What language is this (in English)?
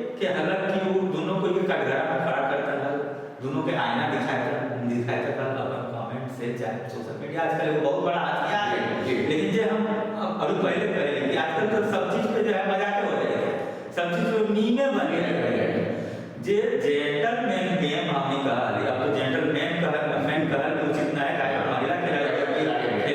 Magahi